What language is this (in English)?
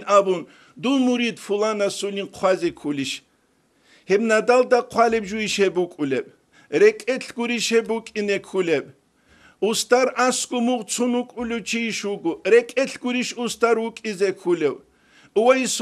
Avaric